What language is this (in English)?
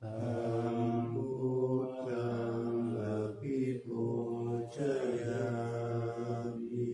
Pali